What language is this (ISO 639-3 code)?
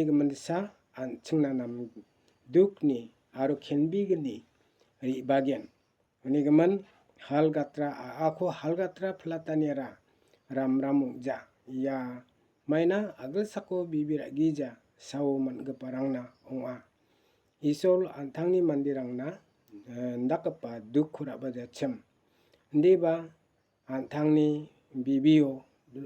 grt